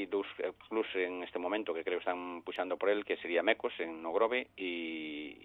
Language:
Galician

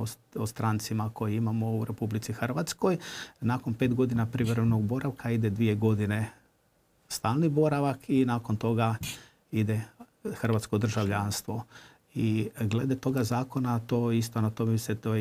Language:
Croatian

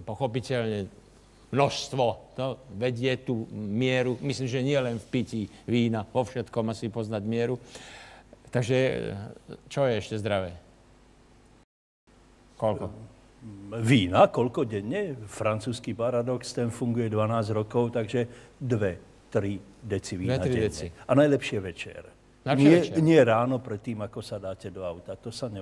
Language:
Slovak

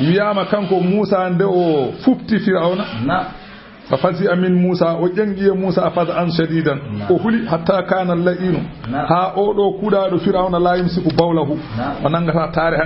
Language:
Fula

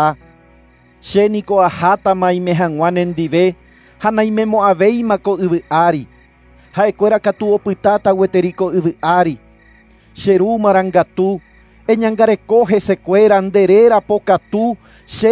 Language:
Guarani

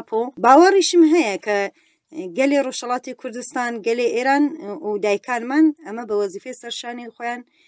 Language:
Central Kurdish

